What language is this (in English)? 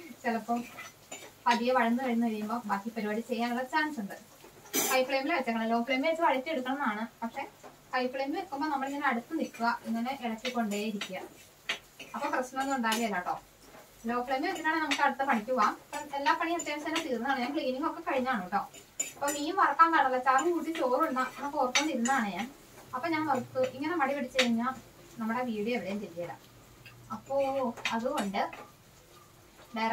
Malayalam